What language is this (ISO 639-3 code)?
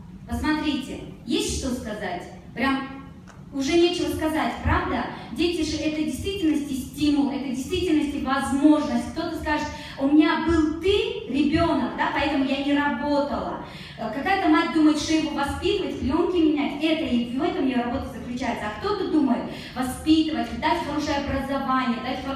rus